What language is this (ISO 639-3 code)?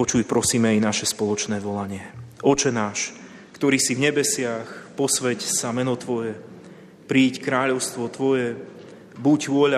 slk